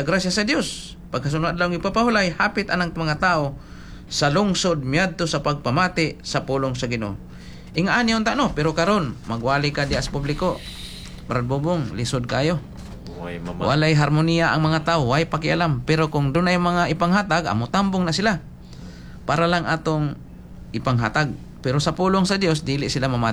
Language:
Cebuano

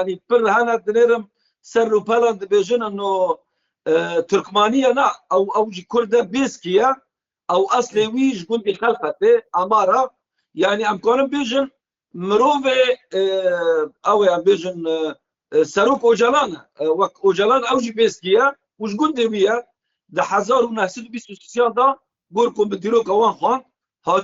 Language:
Kurdish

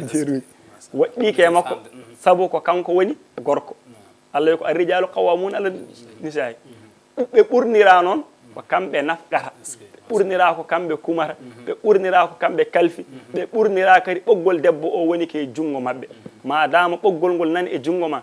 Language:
Fula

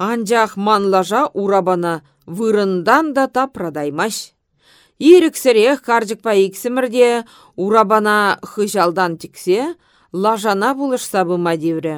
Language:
Chuvash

